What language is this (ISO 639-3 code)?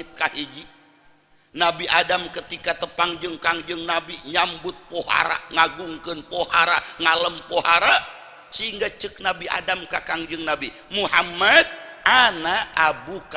sun